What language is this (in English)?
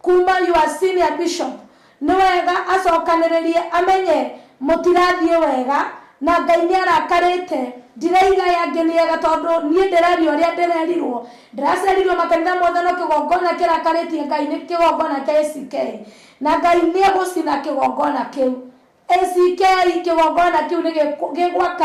Kikuyu